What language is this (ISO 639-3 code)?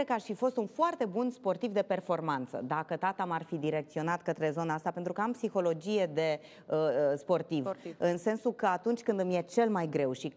ron